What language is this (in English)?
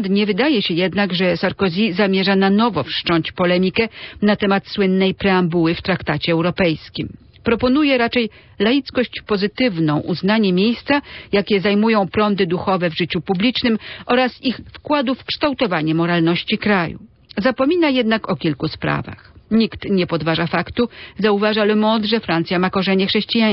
Polish